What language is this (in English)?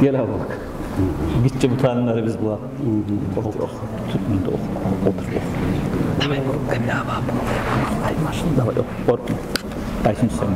Kumyk